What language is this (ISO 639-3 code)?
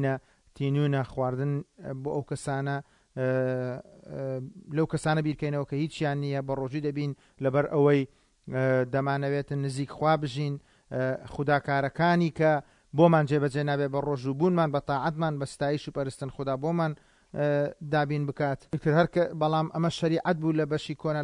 ckb